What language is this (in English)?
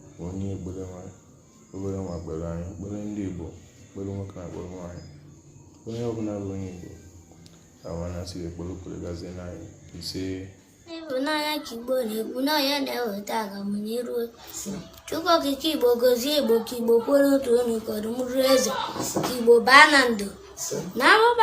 Igbo